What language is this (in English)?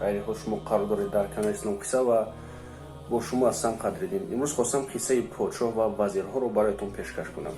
Tajik